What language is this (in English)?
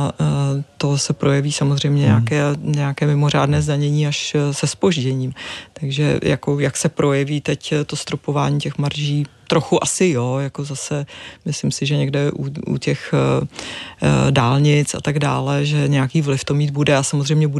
Czech